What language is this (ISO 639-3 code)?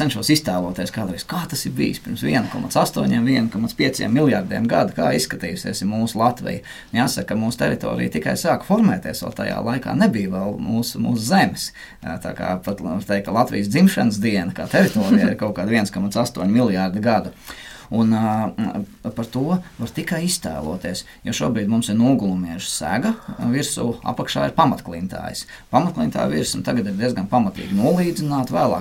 lav